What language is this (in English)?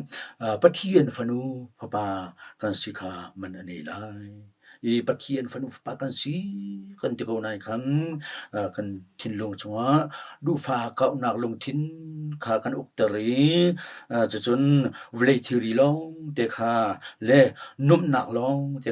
Hakha Chin